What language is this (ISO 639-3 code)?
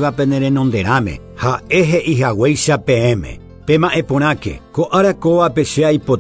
grn